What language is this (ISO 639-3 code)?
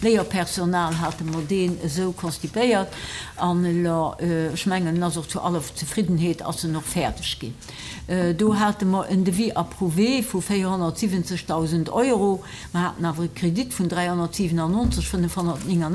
ltz